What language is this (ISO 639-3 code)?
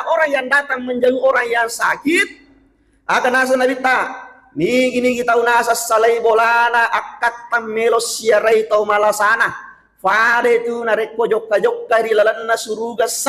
bug